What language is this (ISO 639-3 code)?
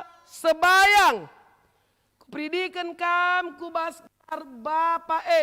btx